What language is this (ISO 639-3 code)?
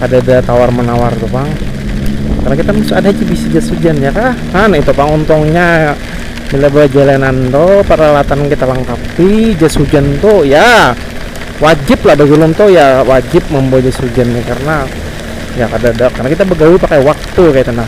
bjn